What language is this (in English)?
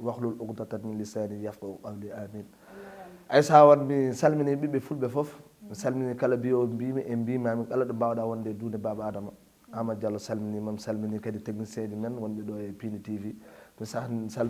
Fula